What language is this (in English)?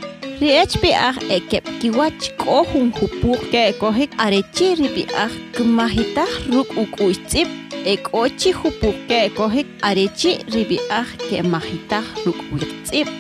Kʼicheʼ